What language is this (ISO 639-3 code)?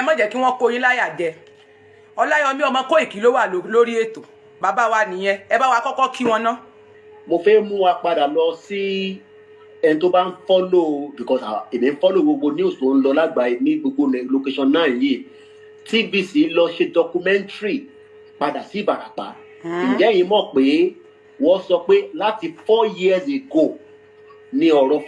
yor